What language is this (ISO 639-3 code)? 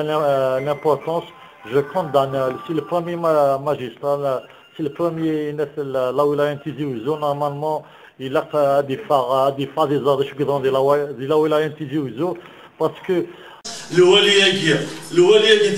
kab